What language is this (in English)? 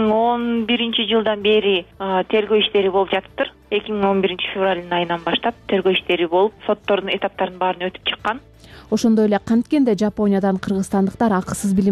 Kyrgyz